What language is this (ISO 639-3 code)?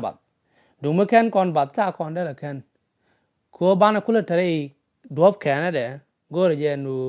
nus